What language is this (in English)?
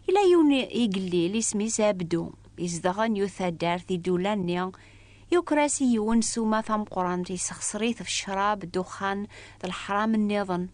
Kabyle